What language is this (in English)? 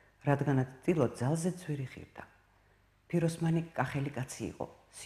Georgian